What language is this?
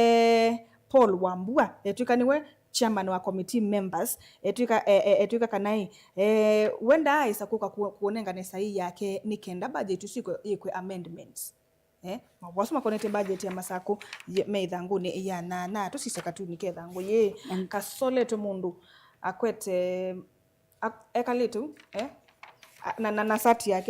Kamba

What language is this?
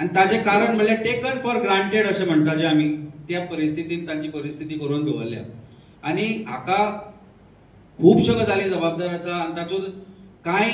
Konkani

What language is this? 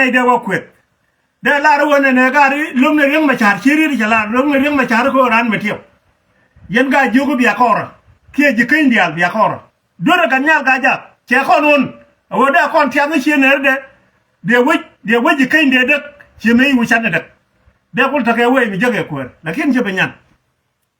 Nuer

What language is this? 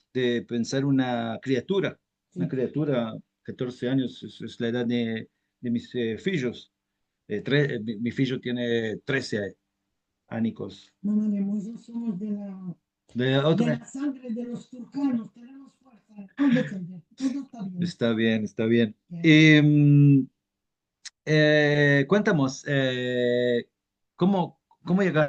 Ladino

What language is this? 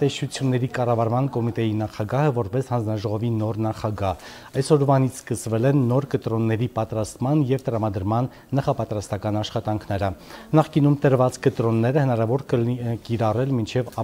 Armenian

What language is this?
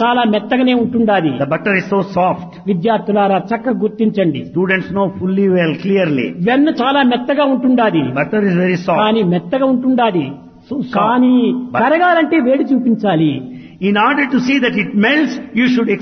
Telugu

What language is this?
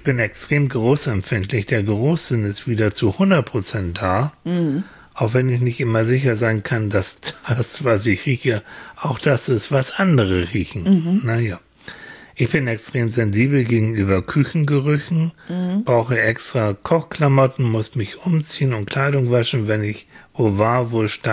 German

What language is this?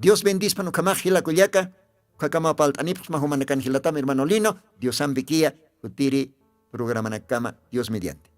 Aymara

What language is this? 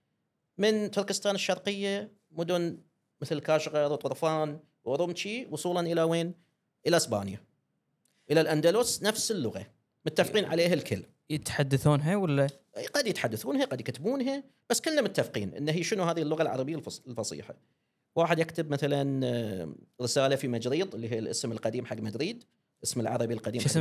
Gulf Arabic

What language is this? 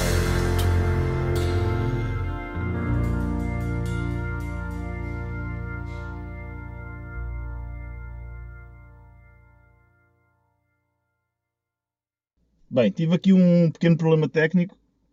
Portuguese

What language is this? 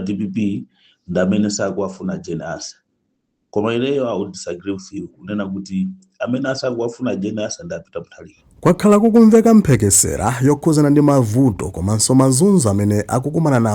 Nyanja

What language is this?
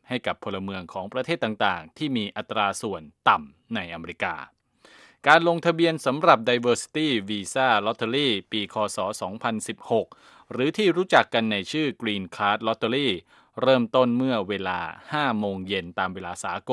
Thai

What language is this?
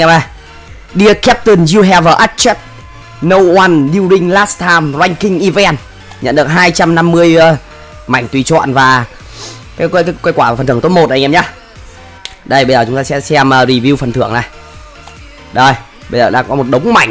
Vietnamese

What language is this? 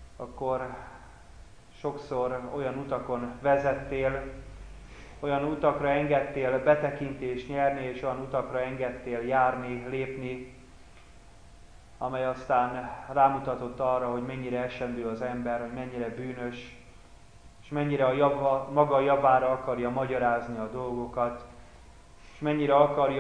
Hungarian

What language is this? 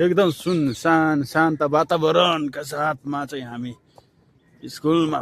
Nepali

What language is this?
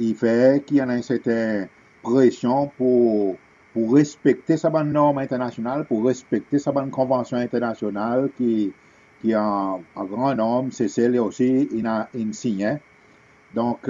Seselwa Creole French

